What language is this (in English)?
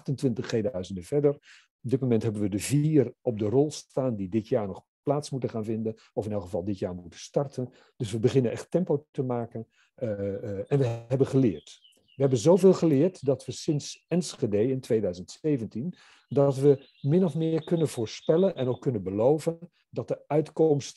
Dutch